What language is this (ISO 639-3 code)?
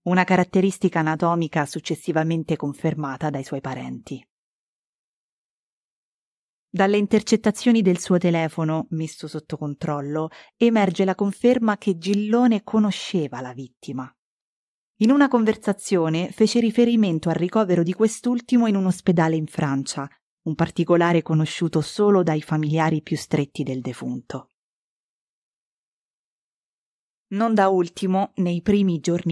ita